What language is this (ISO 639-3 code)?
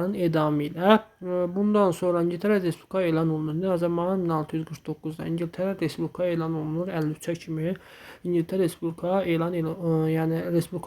aze